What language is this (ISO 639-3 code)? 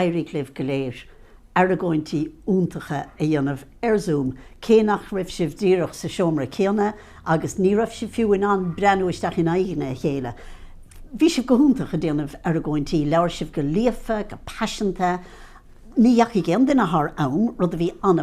gle